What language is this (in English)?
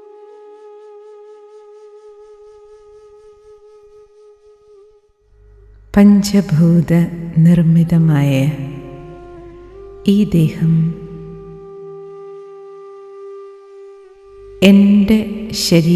Malayalam